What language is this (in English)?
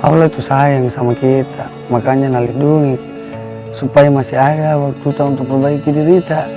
Makassar Malay